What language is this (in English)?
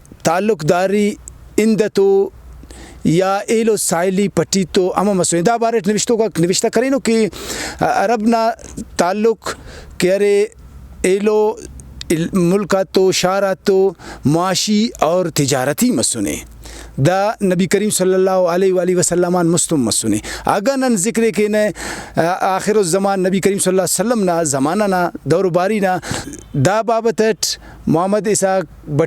Brahui